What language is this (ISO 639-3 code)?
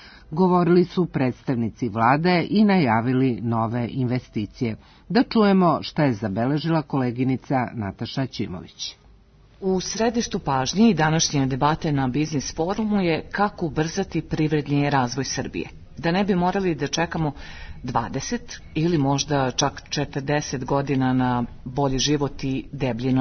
srp